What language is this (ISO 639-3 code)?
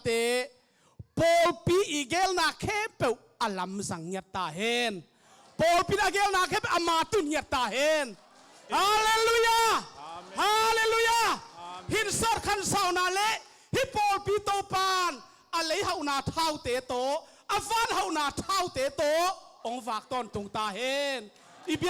ctd